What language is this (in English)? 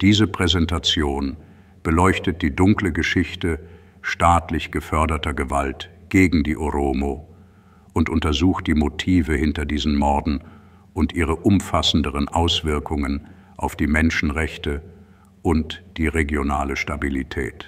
German